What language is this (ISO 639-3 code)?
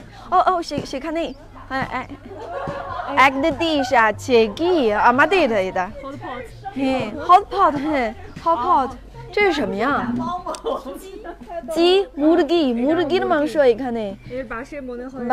ben